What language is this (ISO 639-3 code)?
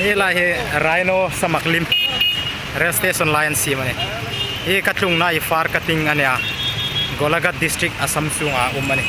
hmr